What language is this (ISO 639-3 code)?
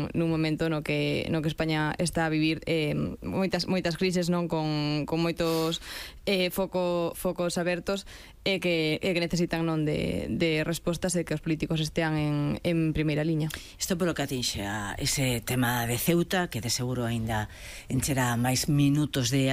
glg